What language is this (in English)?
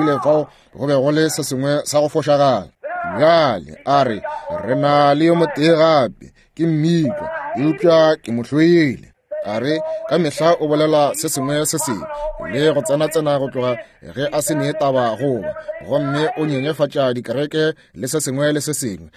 Northern Sotho